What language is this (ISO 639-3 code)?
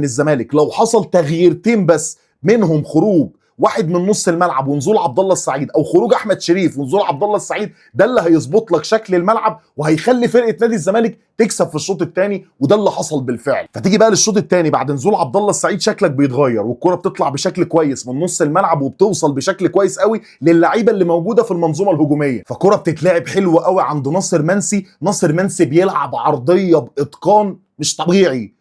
arz